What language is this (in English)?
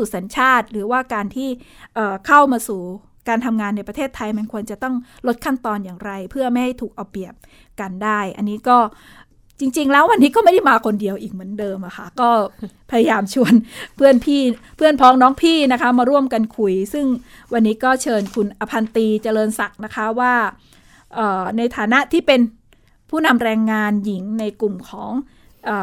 Thai